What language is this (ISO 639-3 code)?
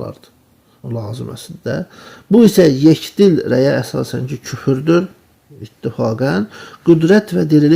aze